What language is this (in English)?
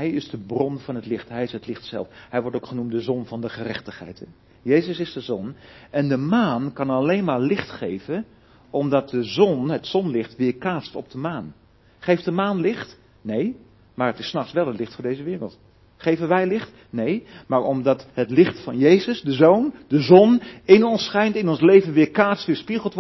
Dutch